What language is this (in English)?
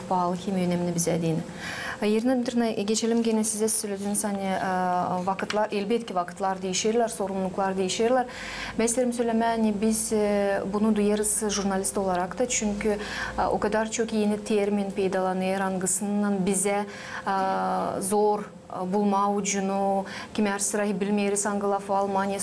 Gagauz